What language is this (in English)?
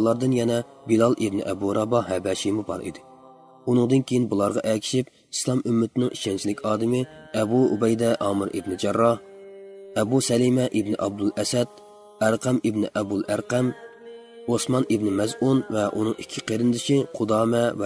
Uyghur